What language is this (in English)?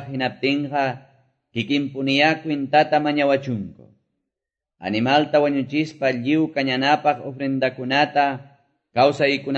Quechua